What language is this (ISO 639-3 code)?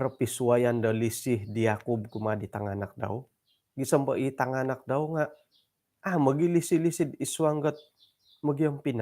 dtp